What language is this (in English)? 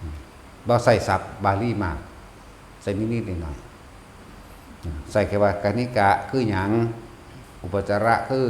Northeastern Thai